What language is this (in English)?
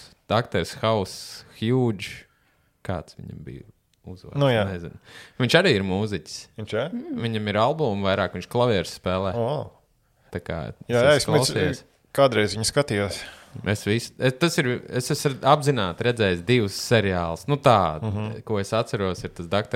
Latvian